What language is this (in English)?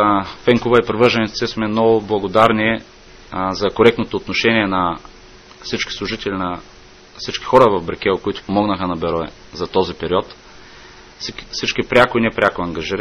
Bulgarian